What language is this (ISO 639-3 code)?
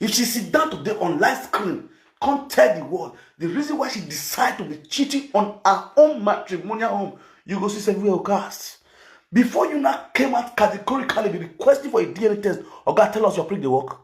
pcm